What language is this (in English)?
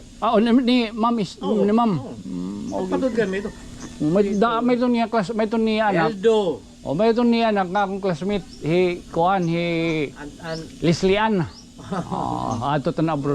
Waray